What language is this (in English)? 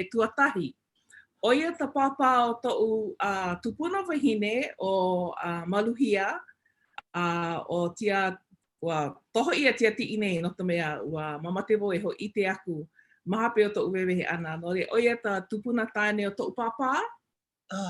Hawaiian